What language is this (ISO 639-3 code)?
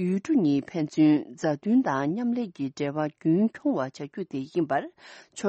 bod